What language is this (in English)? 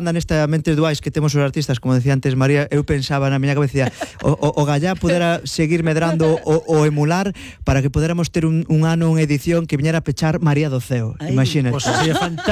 Galician